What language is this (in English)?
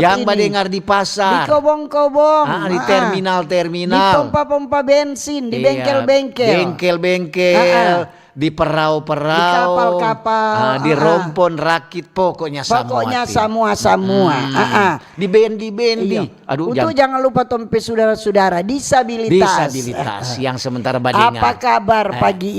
Manado Malay